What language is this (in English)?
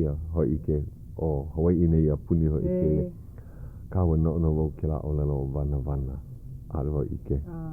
Hawaiian